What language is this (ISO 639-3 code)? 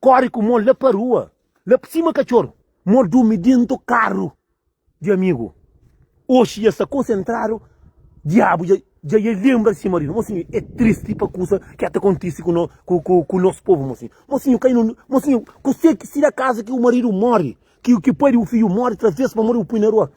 kea